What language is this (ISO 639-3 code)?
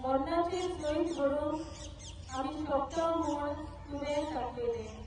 kok